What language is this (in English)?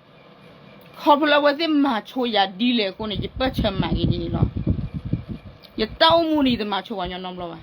S'gaw Karen